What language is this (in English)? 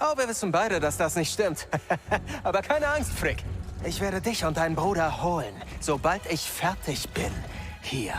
Bavarian